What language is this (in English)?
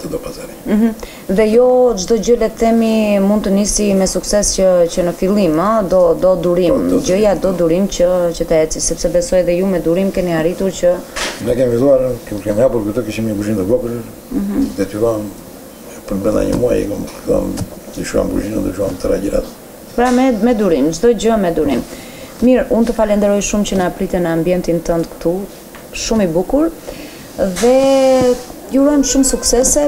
Albanian